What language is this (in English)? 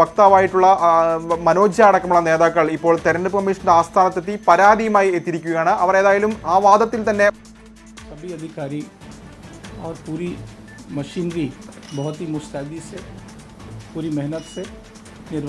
Malayalam